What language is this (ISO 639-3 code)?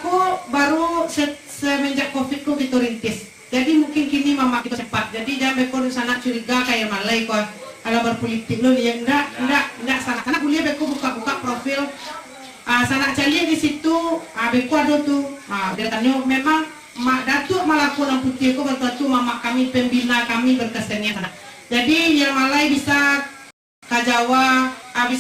min